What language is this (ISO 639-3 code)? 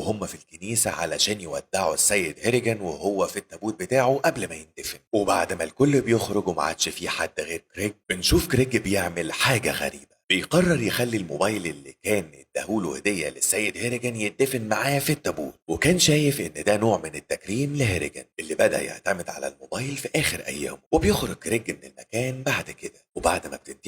arz